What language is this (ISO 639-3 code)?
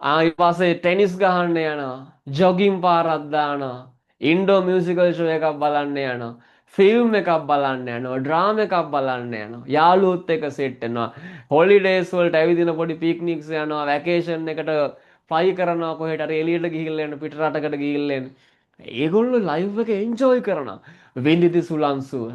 sin